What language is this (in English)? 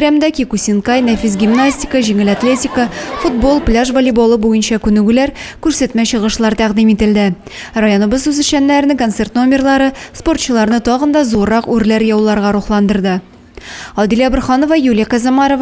Tatar